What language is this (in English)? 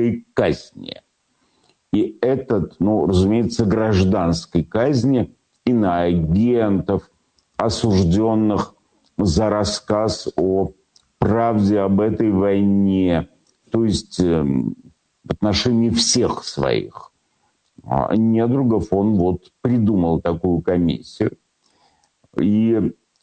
Russian